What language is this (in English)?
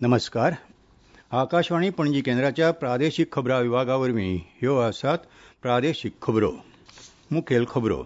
Konkani